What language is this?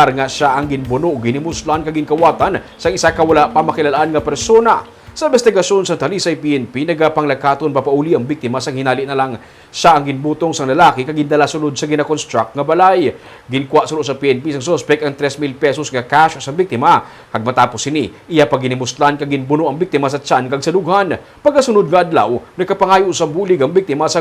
Hiligaynon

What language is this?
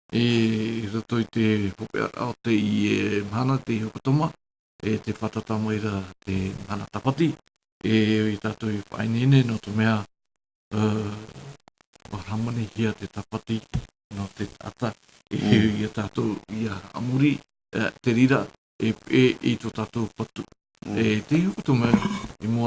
Tahitian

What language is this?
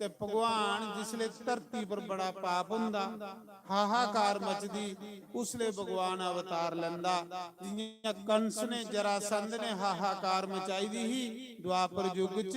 Dogri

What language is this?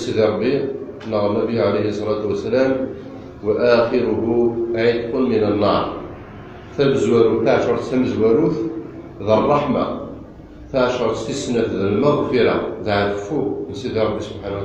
Kabyle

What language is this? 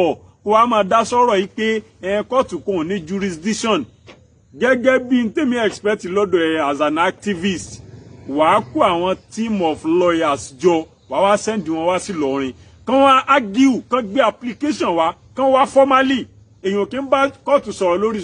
Yoruba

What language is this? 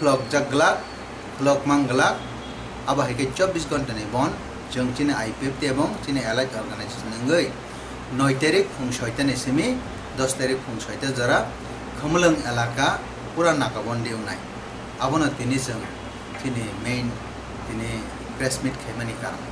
Kok Borok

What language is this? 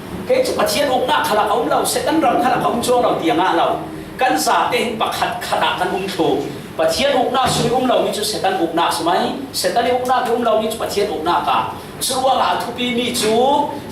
Falam Chin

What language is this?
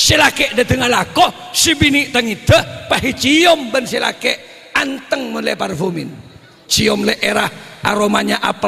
Madurese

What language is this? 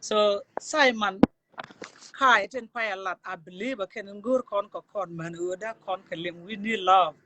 Nuer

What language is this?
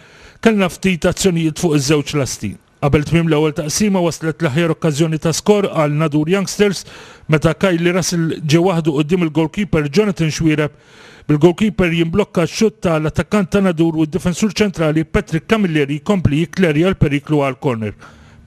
Maltese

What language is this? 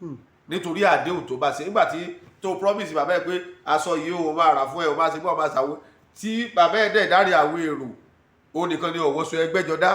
Yoruba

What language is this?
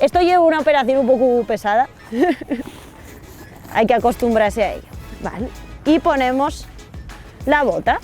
Asturian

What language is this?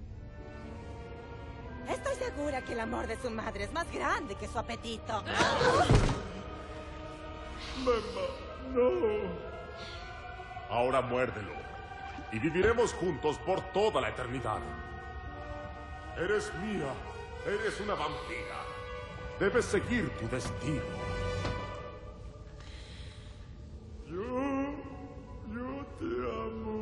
Spanish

